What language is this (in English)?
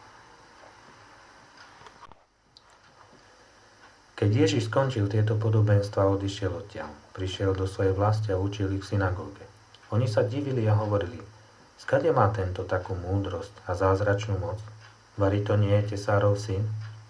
Slovak